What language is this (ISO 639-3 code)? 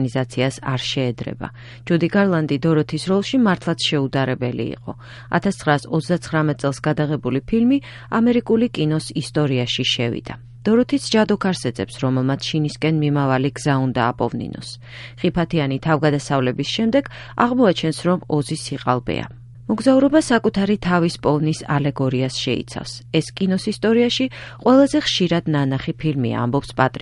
kat